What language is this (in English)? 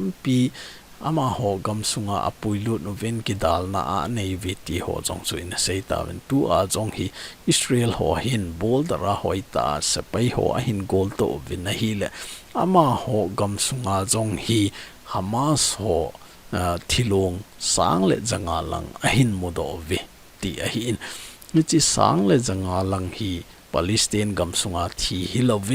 Thado Chin